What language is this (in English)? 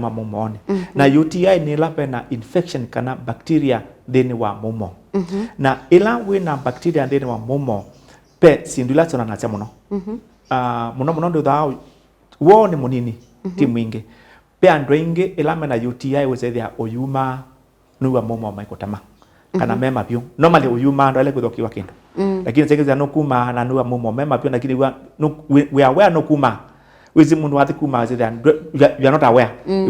Kamba